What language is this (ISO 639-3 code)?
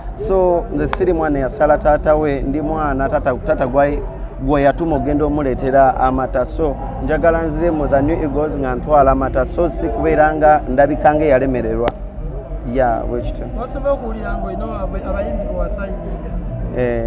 lug